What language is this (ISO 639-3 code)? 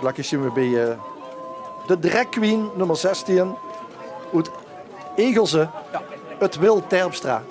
lim